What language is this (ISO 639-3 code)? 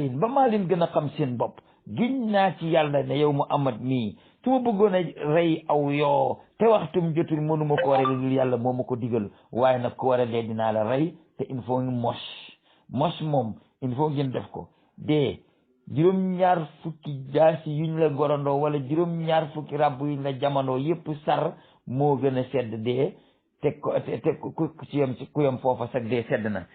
wol